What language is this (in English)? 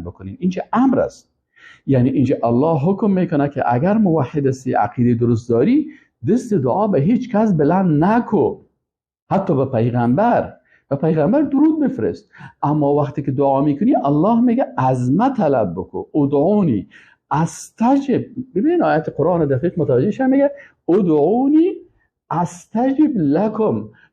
Persian